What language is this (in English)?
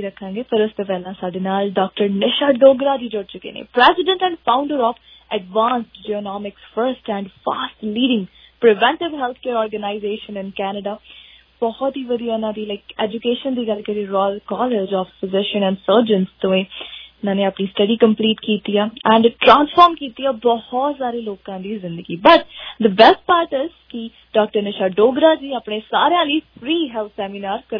Punjabi